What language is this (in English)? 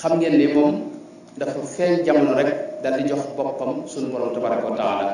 Wolof